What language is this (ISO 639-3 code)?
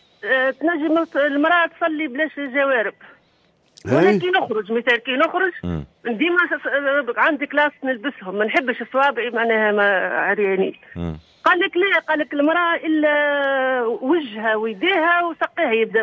aeb